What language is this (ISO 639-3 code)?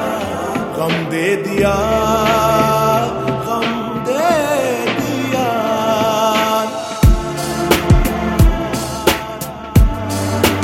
hin